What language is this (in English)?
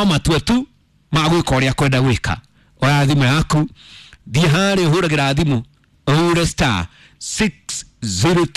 Kikuyu